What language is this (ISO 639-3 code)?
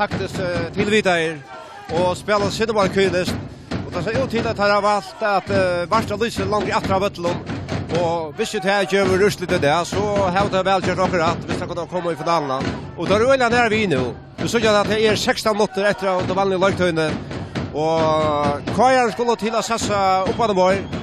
fao